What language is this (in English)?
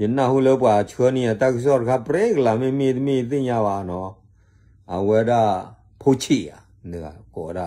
S'gaw Karen